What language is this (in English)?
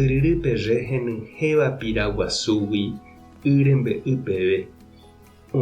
Guarani